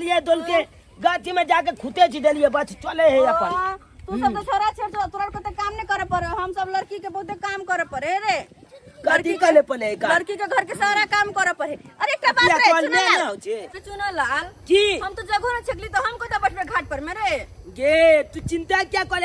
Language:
Maithili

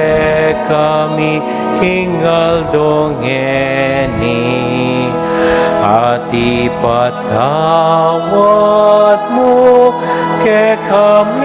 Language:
Pampanga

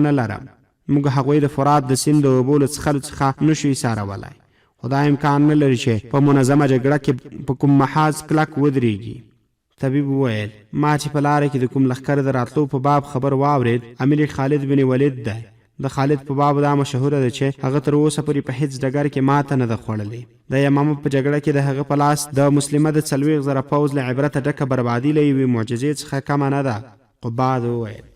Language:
Pashto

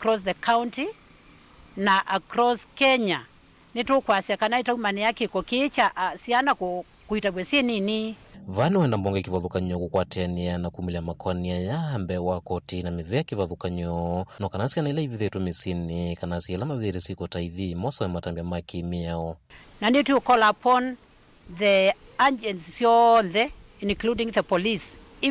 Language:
Kamba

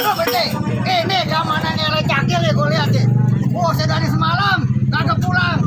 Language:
Betawi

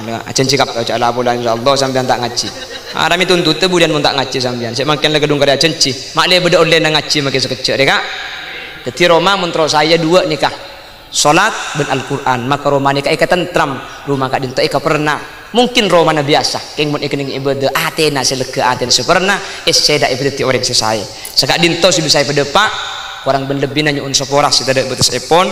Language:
Madurese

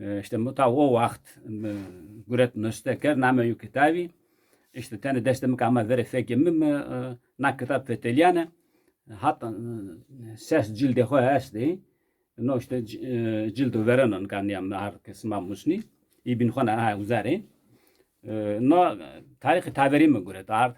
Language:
Zaza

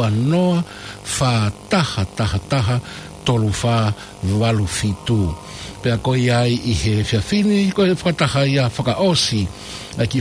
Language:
Tongan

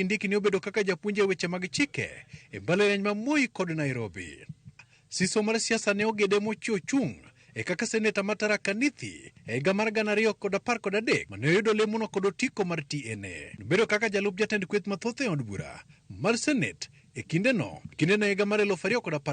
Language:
Luo (Kenya and Tanzania)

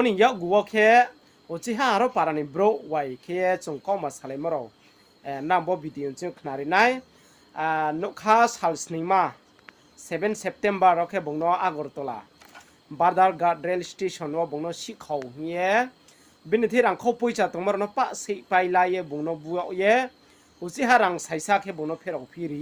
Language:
Riang (India)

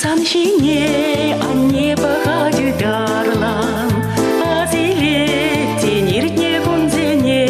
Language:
Chuvash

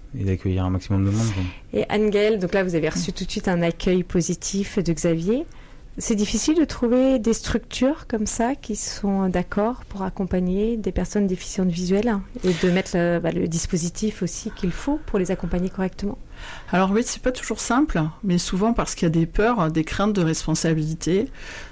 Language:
French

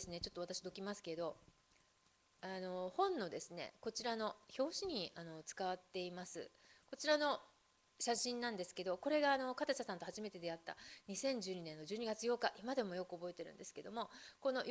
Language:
Japanese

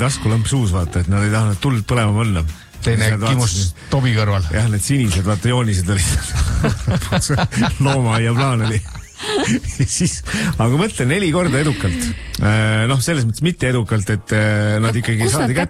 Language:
Estonian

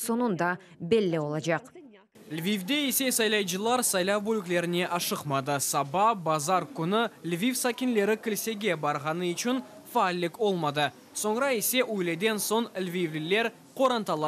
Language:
Crimean Tatar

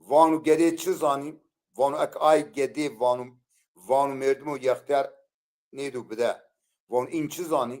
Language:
Zaza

